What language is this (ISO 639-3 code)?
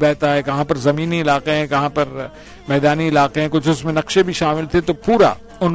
urd